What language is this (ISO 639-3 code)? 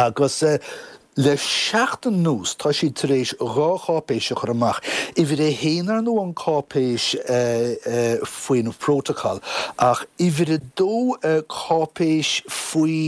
gle